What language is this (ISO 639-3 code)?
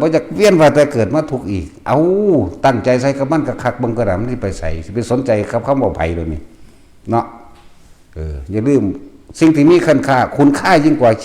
tts